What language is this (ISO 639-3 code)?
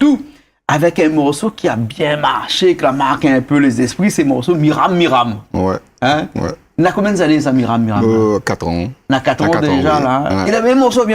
rcf